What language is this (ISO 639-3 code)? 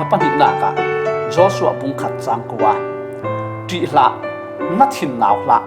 cfm